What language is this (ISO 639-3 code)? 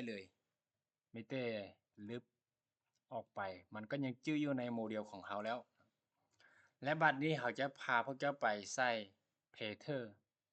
lao